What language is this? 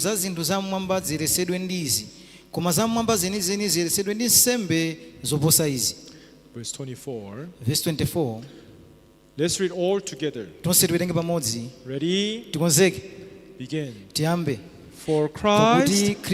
Nyanja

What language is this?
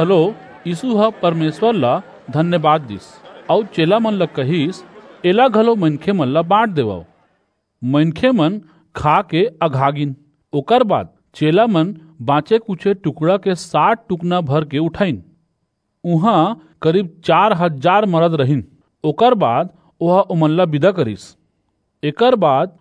Chhattisgarhi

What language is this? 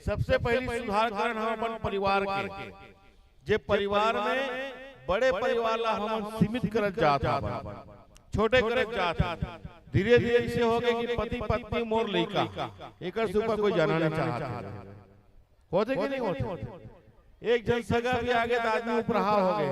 Chhattisgarhi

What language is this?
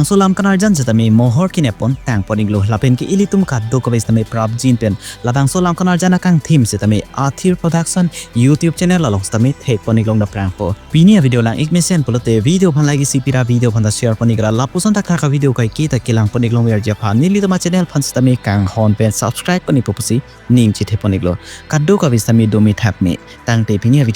Karbi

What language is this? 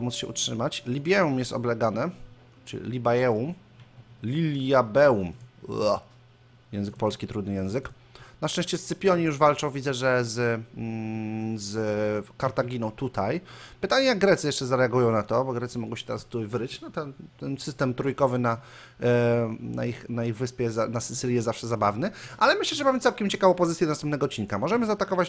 Polish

